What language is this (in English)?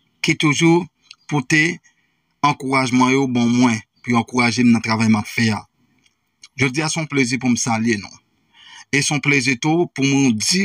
Haitian Creole